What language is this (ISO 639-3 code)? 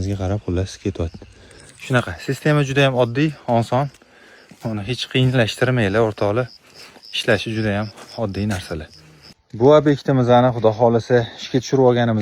uzb